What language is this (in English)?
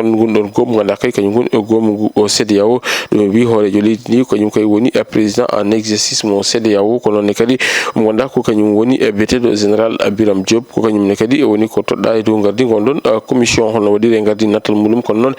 Fula